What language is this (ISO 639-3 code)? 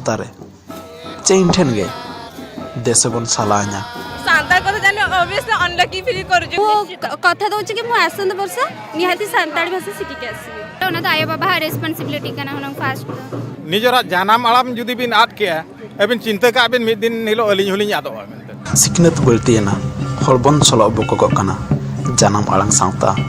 sat